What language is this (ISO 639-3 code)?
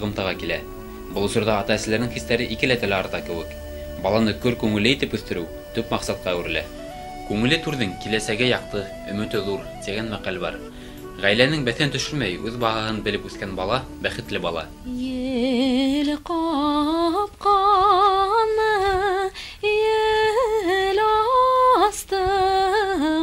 bak